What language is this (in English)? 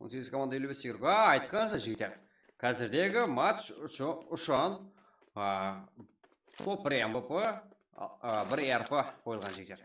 Kara-Kalpak